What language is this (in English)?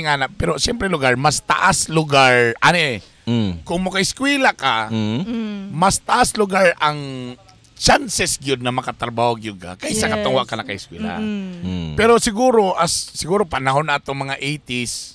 Cebuano